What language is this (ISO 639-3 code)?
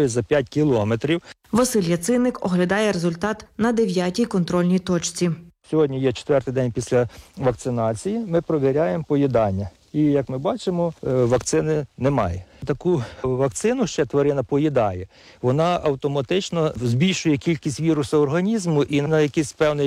ukr